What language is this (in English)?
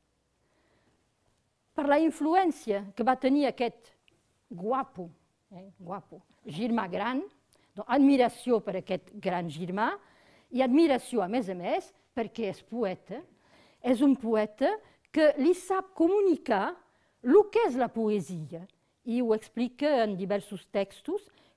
Catalan